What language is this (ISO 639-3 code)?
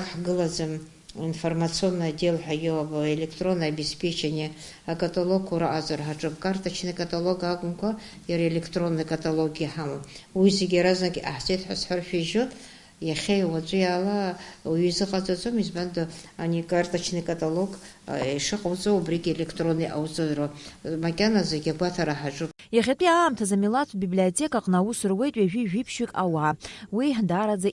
abk